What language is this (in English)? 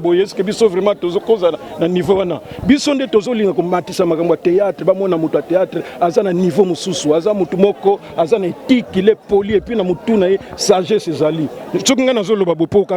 Lingala